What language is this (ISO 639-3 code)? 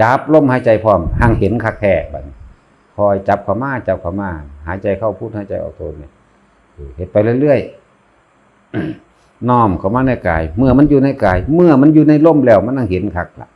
tts